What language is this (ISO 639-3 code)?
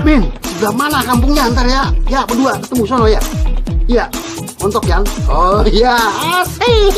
bew